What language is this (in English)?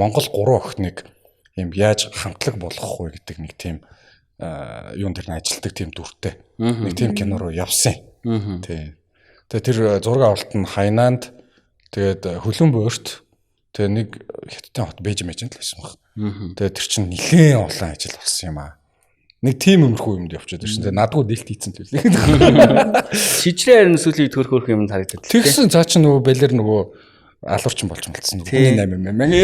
Mongolian